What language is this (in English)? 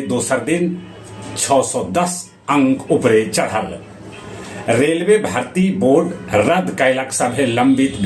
Magahi